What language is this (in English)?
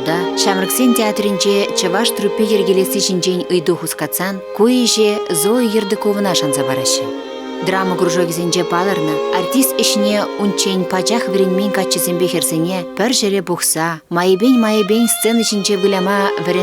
Chuvash